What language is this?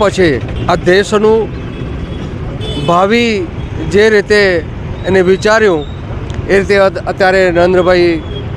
Gujarati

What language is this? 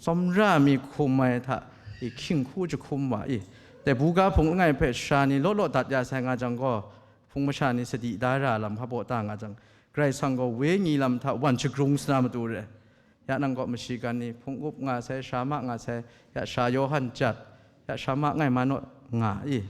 Kachin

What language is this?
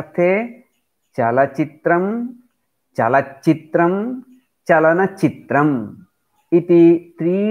Sanskrit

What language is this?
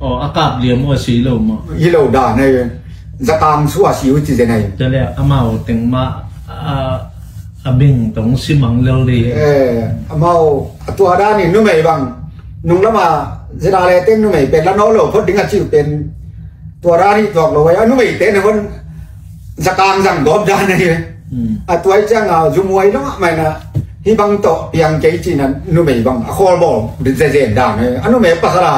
Tedim Chin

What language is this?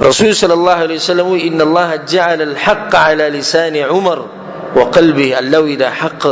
Pashto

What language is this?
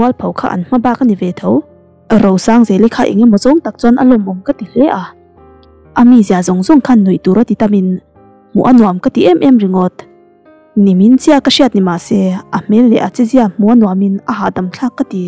Mizo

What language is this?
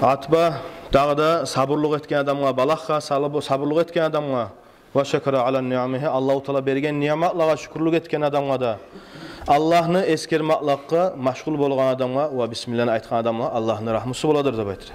Kumyk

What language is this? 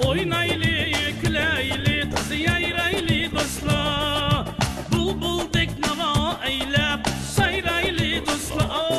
Uyghur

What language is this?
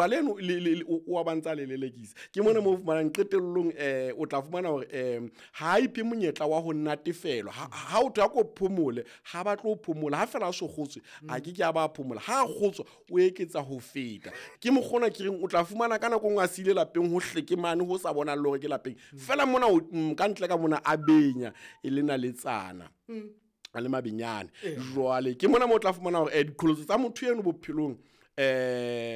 Southern Sotho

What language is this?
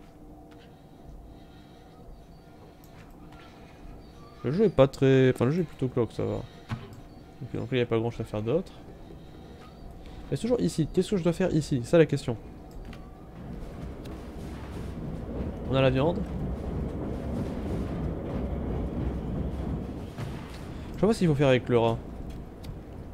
French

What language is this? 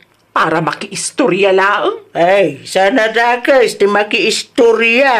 Iloko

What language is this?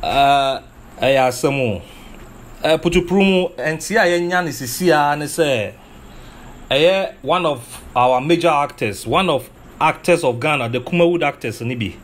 Akan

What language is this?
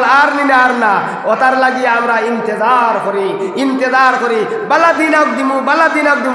Sylheti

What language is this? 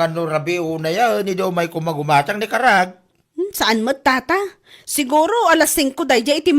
Iloko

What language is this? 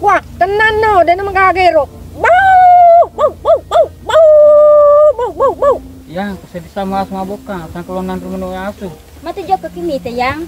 Buginese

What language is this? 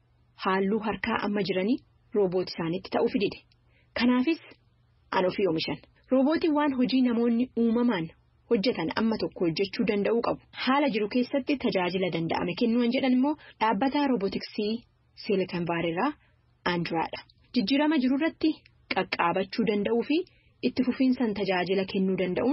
Oromo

